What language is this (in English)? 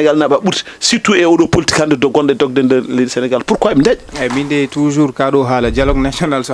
Fula